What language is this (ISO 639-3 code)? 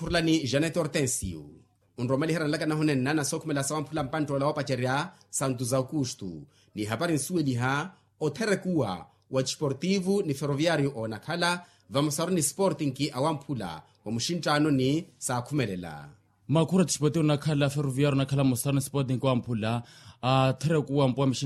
vmw